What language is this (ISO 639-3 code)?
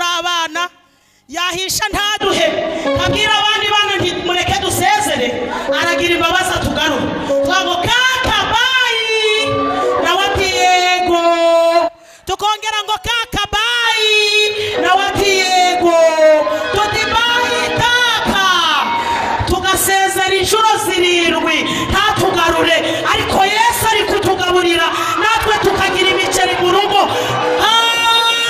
kin